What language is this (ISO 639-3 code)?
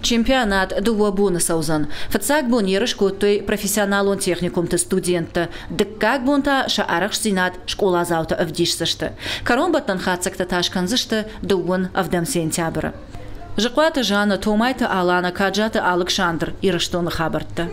oss